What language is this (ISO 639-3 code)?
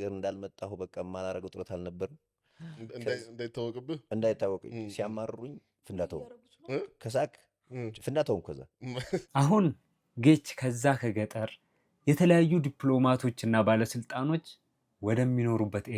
amh